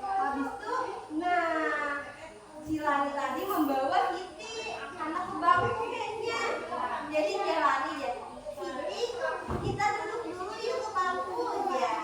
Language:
Banjar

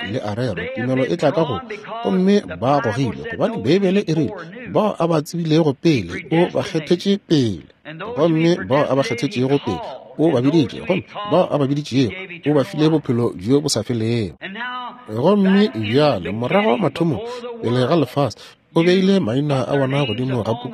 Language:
Northern Sotho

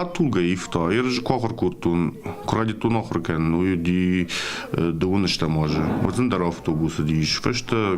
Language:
Ossetic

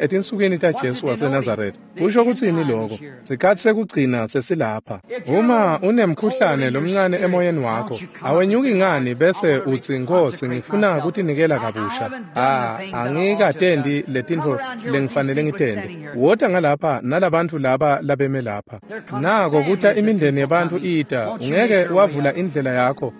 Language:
Swati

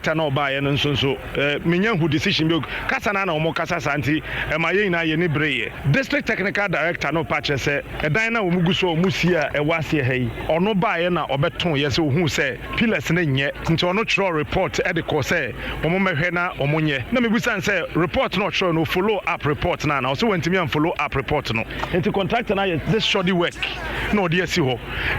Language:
Akan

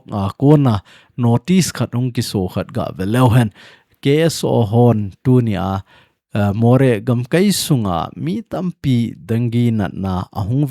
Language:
Thado Chin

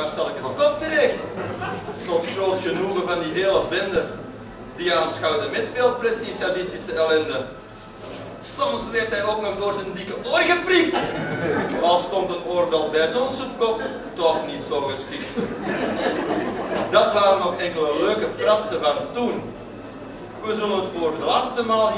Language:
Dutch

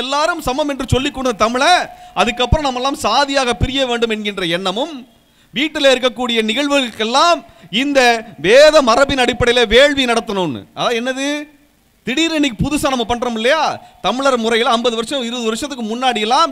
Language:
Tamil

